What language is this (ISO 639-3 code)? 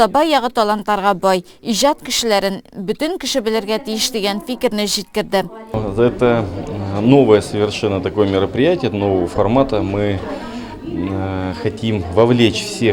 tat